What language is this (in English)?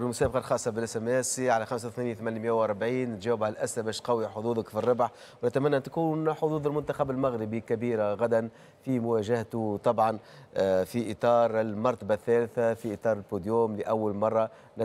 Tunisian Arabic